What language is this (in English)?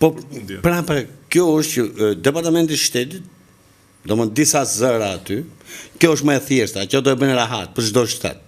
Albanian